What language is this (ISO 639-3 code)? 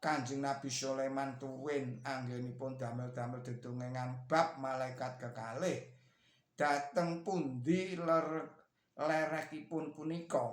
jav